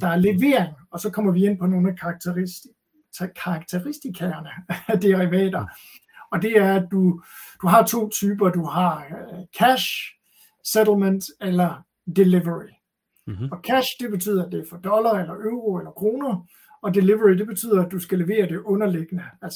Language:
Danish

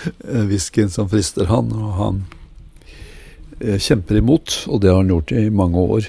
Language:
Norwegian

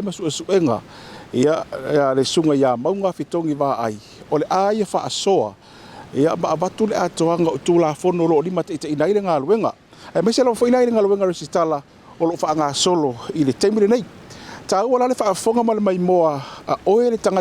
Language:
Samoan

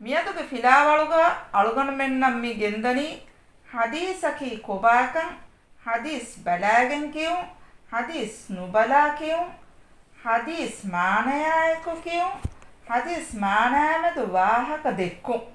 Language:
Divehi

